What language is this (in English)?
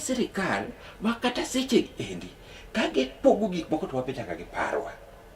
Luo (Kenya and Tanzania)